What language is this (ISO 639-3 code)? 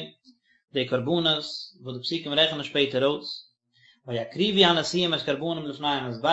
yid